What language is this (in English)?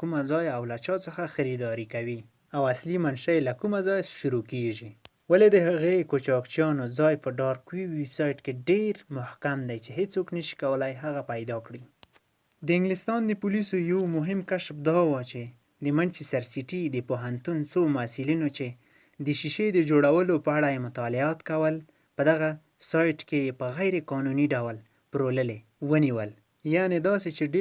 Pashto